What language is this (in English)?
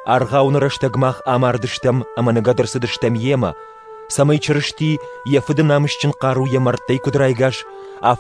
Ossetic